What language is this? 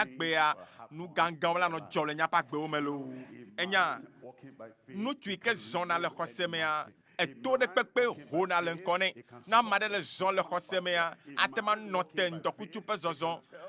Ewe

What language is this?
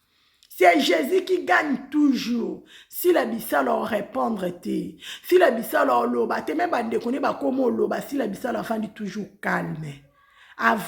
Lingala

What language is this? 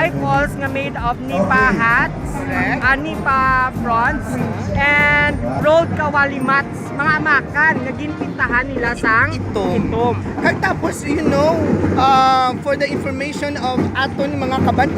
Hiligaynon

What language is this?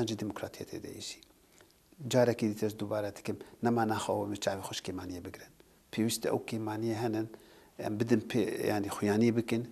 Kurdish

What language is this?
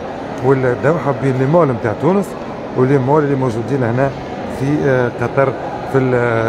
Tunisian Arabic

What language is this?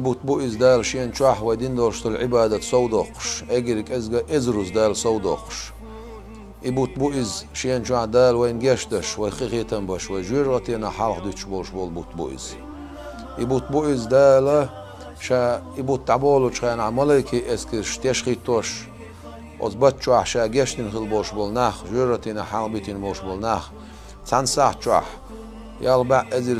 Chechen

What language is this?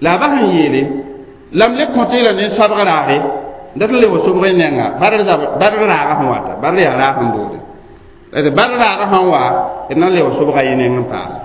Mossi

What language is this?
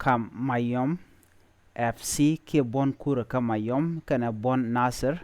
Nuer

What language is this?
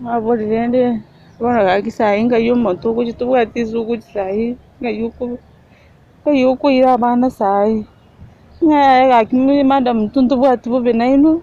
Gusii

